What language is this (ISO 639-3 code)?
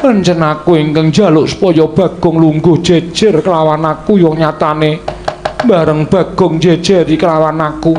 jav